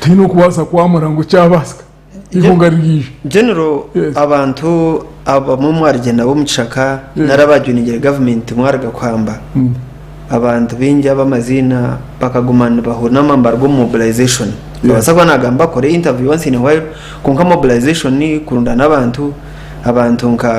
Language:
Nyankole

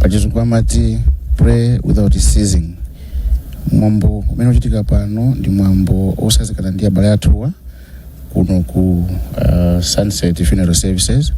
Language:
Nyanja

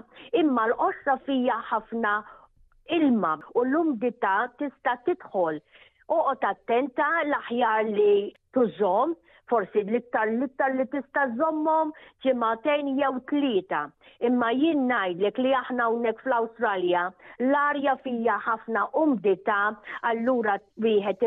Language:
Maltese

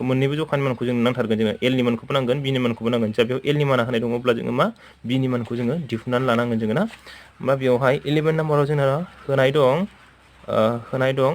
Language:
Bodo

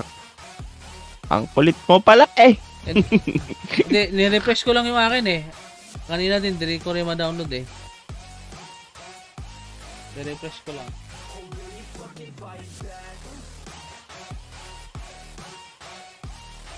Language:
Filipino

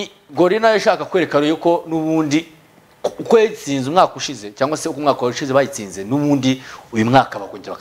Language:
Kinyarwanda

